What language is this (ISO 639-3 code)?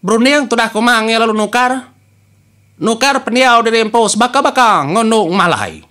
iba